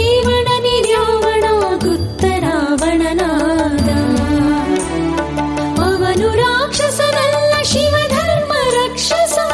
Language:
Kannada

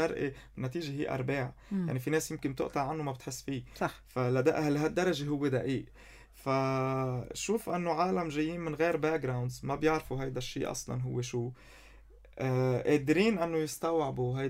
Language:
North Levantine Arabic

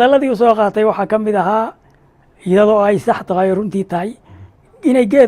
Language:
Somali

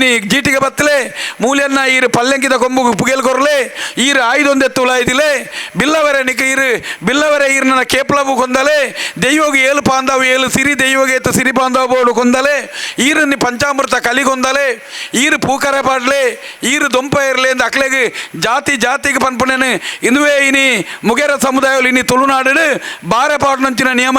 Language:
Tulu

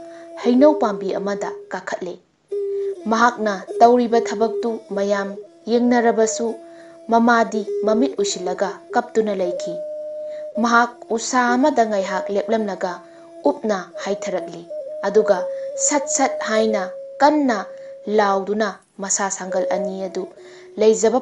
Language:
Manipuri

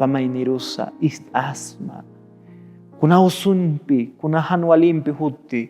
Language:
Aymara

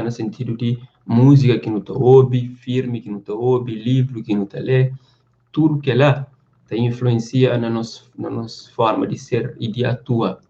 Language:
Kabuverdianu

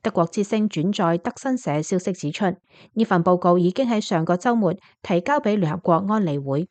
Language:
Cantonese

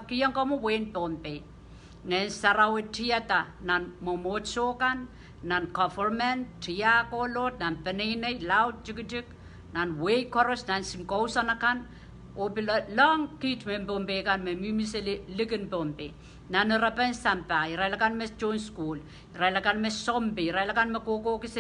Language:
Pohnpeian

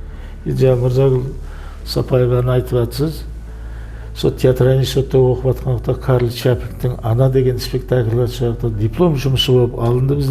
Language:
Kara-Kalpak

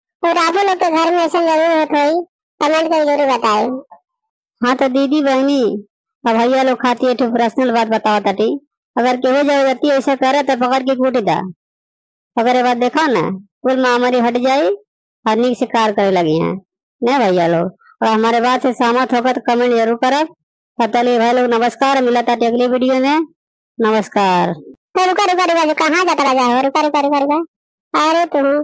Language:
Bhojpuri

